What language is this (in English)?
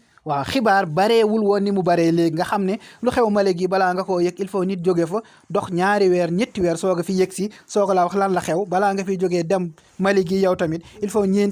Wolof